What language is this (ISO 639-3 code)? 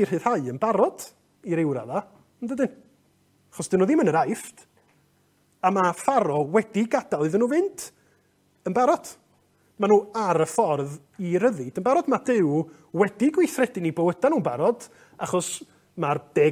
cym